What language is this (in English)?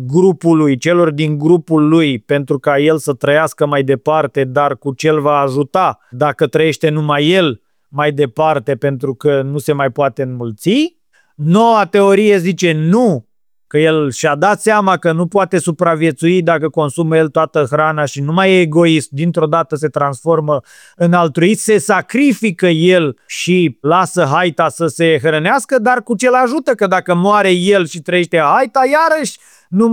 Romanian